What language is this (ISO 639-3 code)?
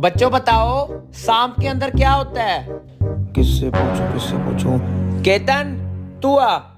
hin